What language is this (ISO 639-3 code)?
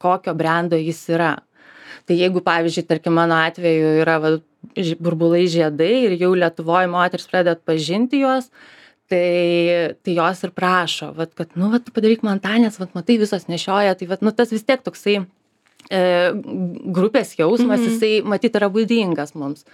lit